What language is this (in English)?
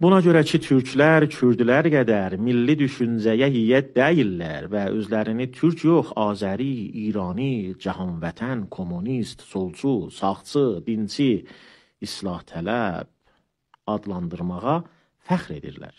South Azerbaijani